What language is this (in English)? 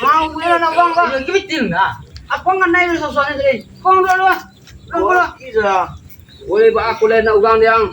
Minangkabau